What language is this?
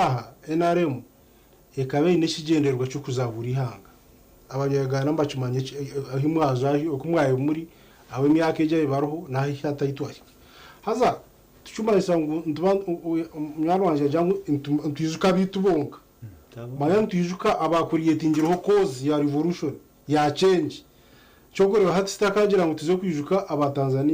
Nyankole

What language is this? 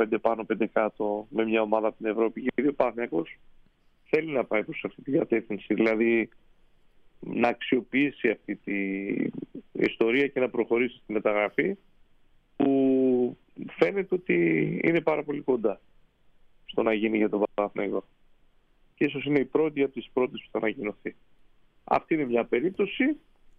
Greek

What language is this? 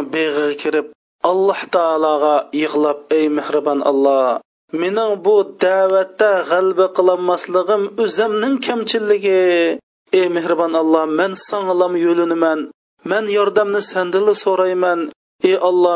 Uyghur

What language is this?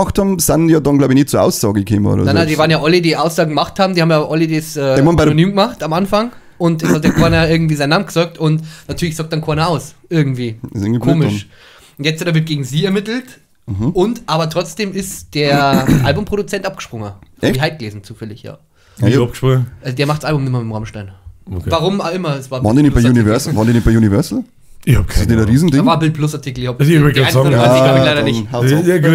Bavarian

